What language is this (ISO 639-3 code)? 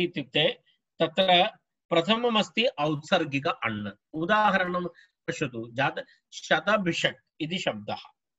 san